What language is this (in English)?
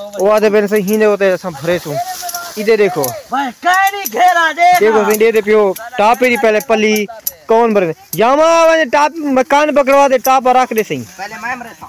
Saraiki